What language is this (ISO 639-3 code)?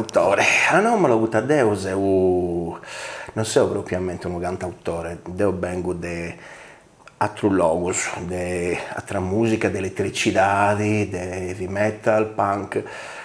srd